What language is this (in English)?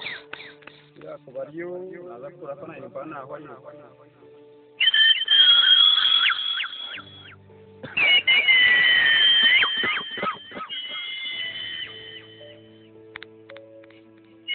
Kinyarwanda